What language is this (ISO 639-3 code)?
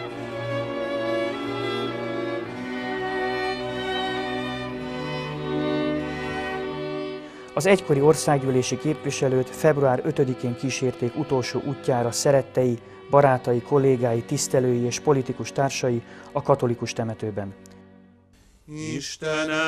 hun